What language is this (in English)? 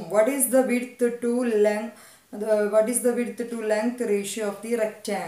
Malayalam